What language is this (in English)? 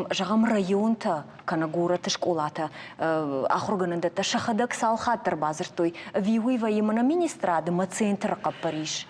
Ossetic